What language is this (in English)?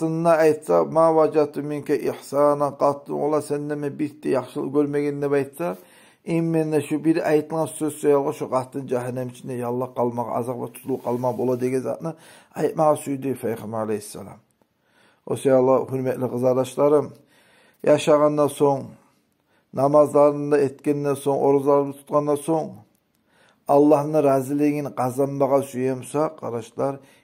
Kumyk